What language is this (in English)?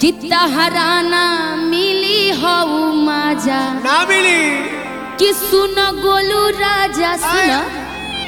Bhojpuri